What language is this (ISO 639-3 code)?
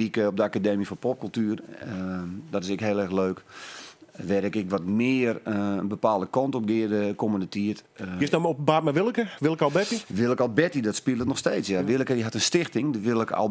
fry